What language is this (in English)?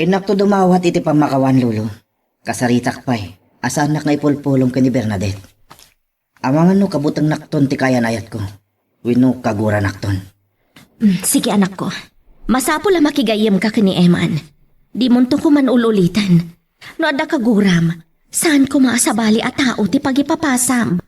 Iloko